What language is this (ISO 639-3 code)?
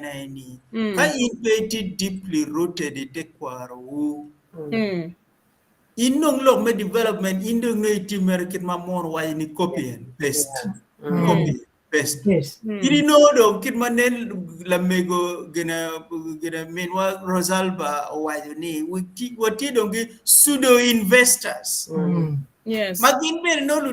ach